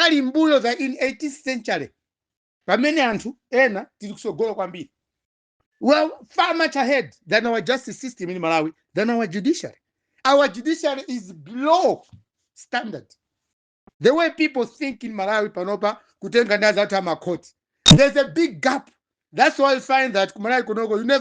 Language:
Nyanja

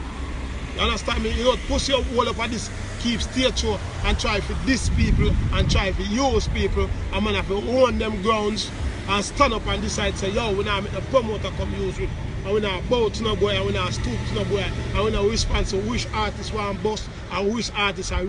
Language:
Jamaican Creole English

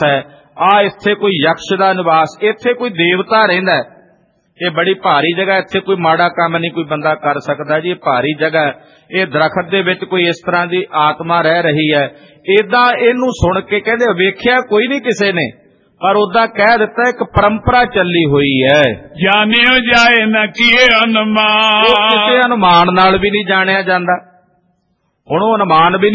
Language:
Punjabi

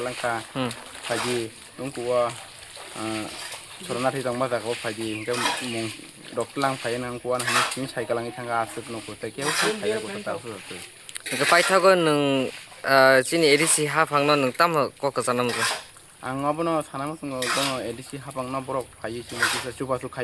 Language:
Kok Borok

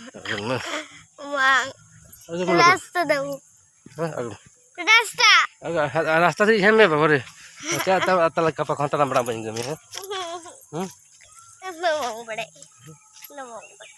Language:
Santali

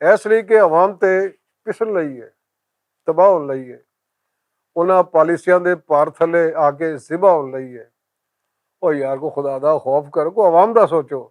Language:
Western Panjabi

